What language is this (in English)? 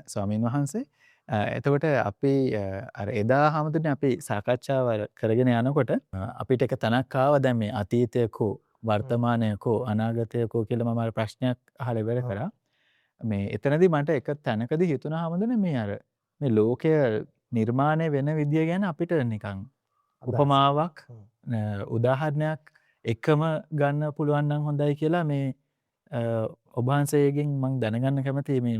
Sinhala